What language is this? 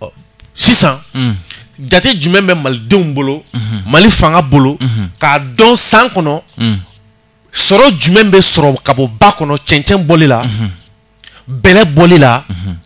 Bambara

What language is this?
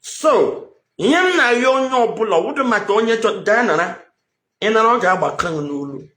Igbo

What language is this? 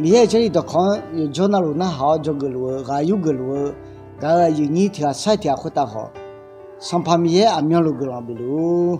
Akha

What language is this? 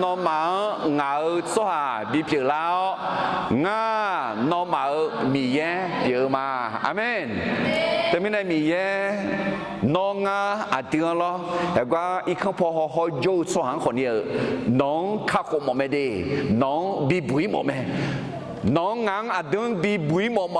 Akha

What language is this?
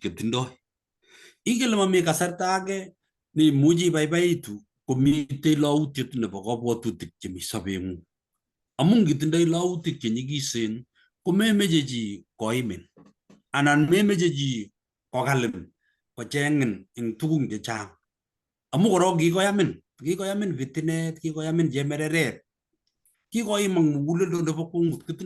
Kalenjin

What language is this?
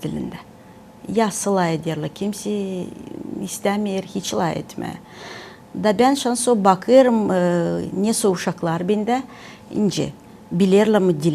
Gagauz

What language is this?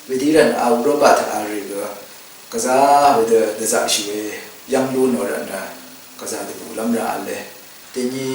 Rawang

